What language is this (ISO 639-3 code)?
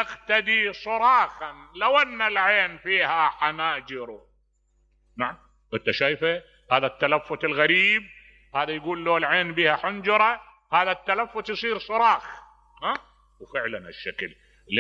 acm